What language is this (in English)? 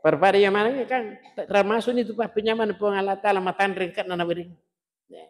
Buginese